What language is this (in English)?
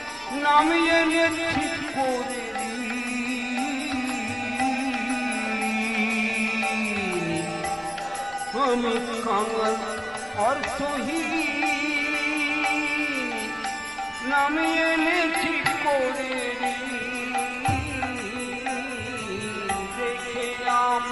Bangla